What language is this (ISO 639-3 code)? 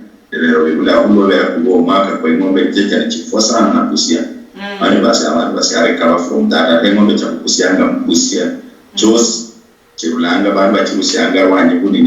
luy